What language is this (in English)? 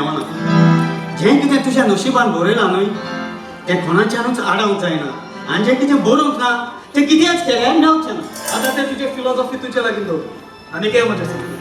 Konkani